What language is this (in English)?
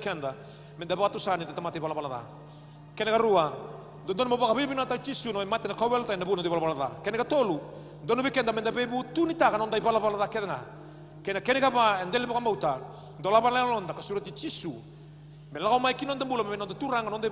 Fijian